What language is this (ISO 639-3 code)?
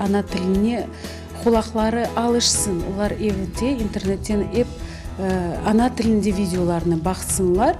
crh